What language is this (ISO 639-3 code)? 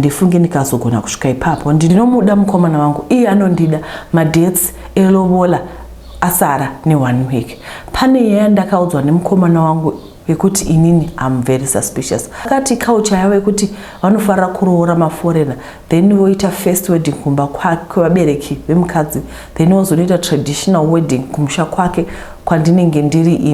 sna